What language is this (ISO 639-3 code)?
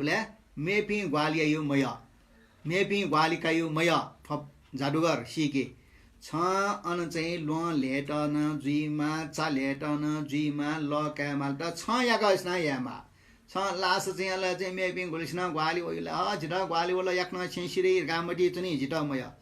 new